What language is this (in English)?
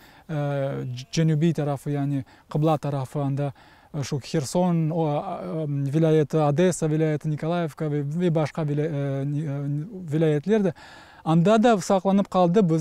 Crimean Tatar